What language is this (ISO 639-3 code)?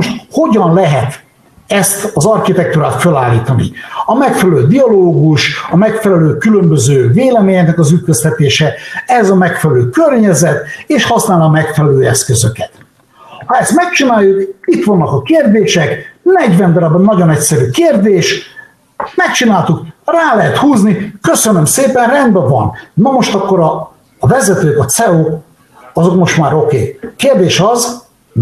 hun